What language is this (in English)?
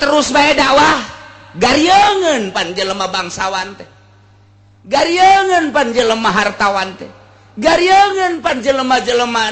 Sundanese